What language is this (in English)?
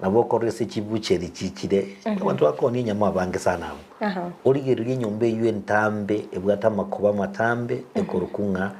Gusii